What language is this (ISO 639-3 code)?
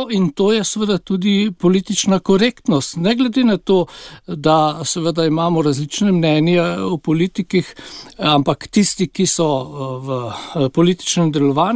slv